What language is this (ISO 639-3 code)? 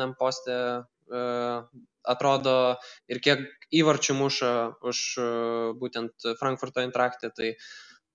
lit